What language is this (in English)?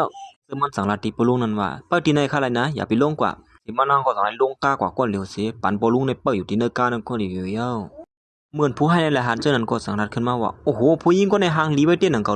Shan